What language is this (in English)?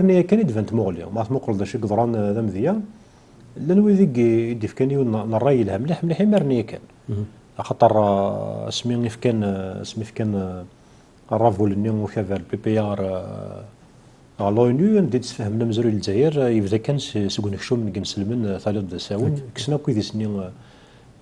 Kabyle